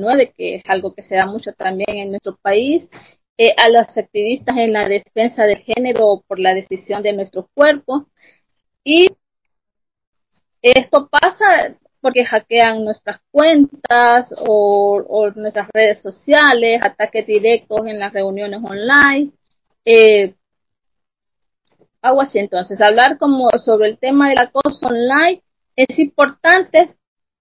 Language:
Spanish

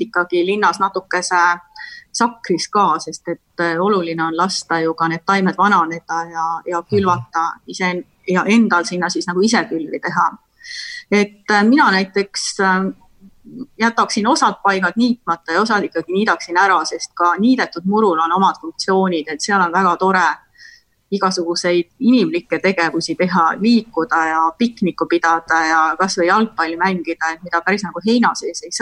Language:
Estonian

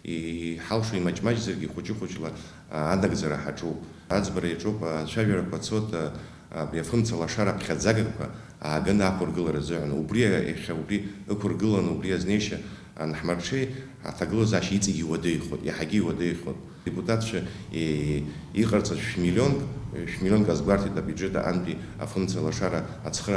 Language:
Abkhazian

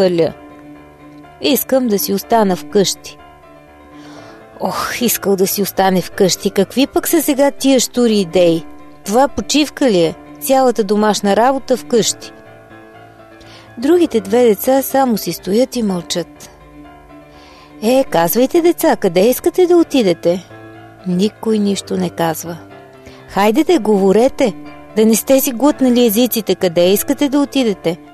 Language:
Bulgarian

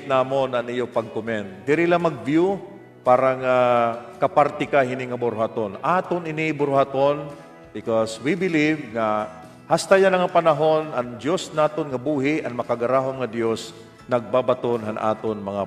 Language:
Waray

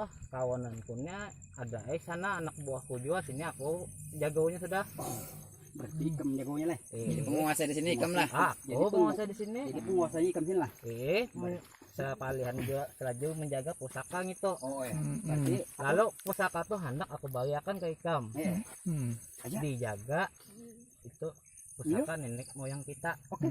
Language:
Banjar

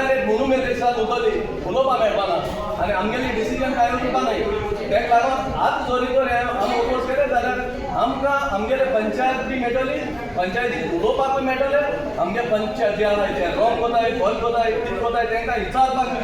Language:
Konkani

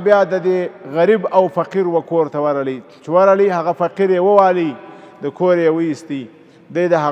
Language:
Pashto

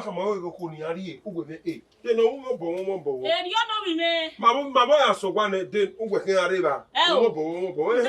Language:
Bini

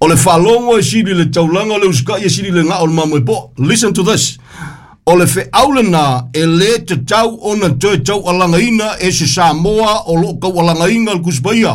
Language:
Samoan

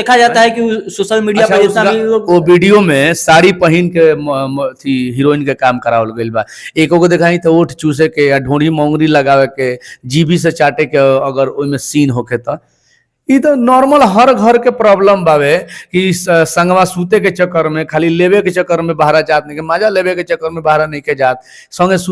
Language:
Bhojpuri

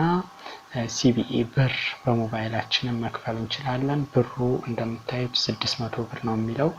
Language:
Amharic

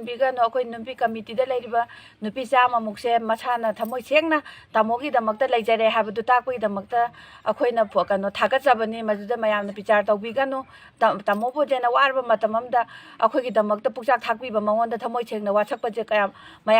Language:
Manipuri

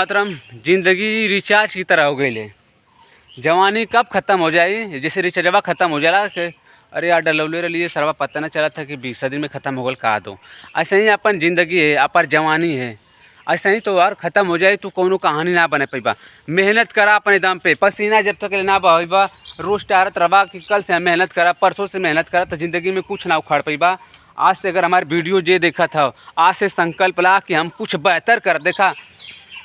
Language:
Bhojpuri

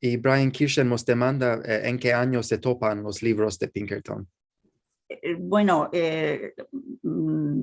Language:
Ladino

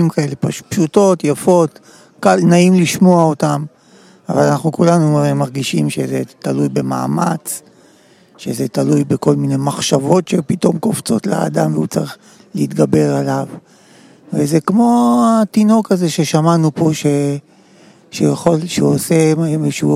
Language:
Hebrew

